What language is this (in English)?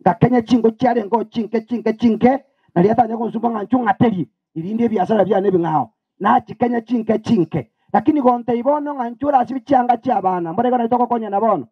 Gusii